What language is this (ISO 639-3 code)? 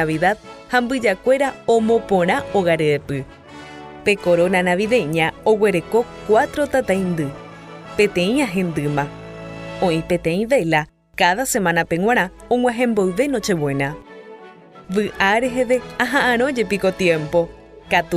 grn